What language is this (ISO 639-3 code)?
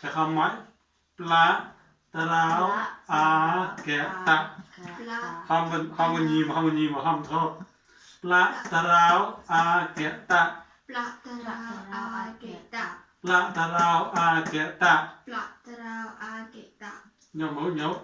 mnw